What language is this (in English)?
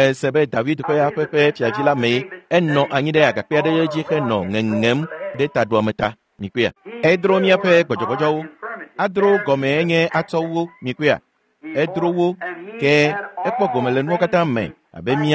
Ewe